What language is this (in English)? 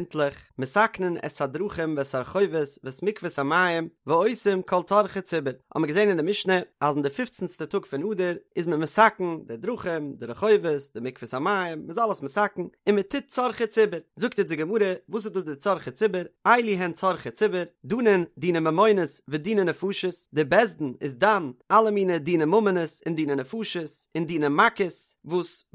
Yiddish